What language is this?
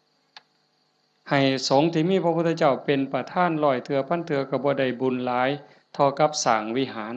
Northeastern Thai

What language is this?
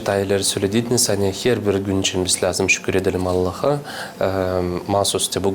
Gagauz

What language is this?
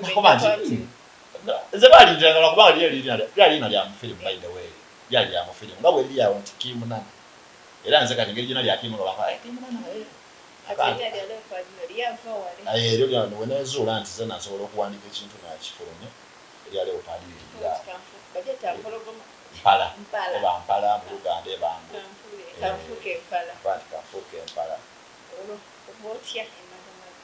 Soga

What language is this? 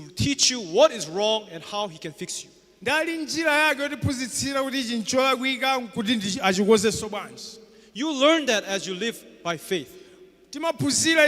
Nyanja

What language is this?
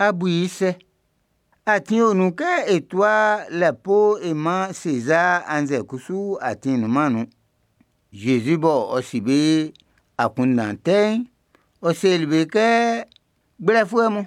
Baoulé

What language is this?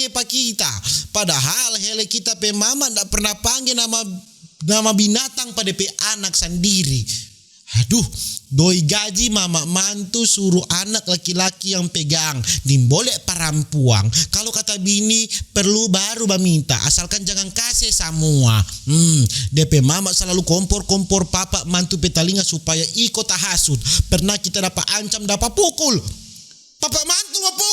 Manado Malay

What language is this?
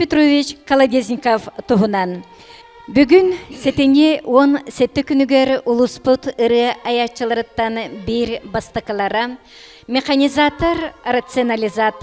Yakut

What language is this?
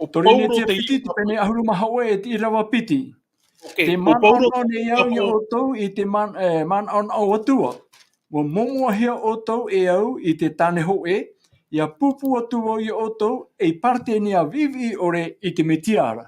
Tahitian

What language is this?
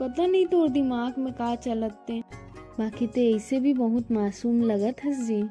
Chhattisgarhi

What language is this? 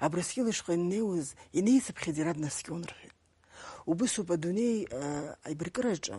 Abkhazian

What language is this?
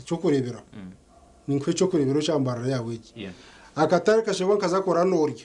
Nyankole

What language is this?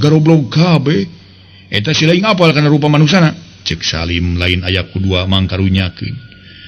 Sundanese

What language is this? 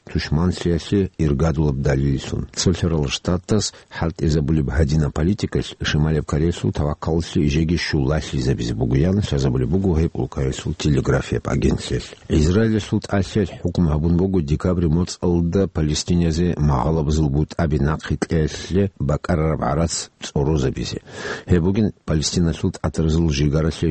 Avaric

